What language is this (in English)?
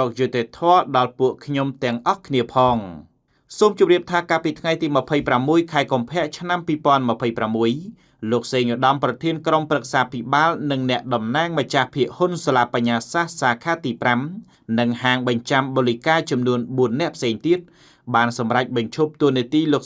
Khmer